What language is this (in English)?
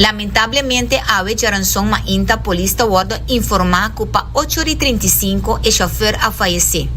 Papiamento